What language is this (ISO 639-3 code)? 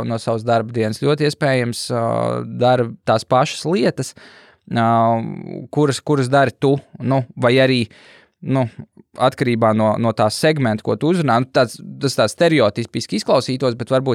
lav